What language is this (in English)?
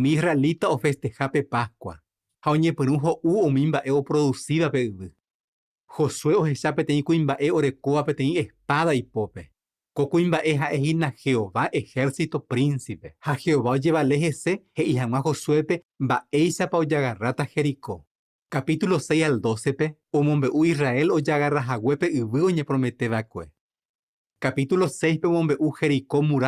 Guarani